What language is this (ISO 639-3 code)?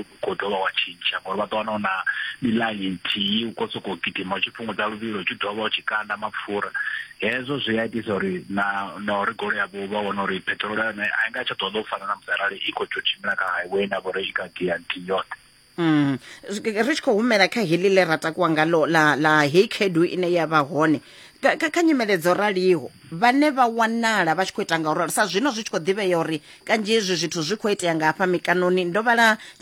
ven